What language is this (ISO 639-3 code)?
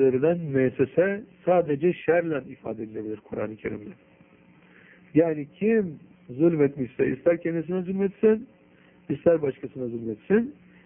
tur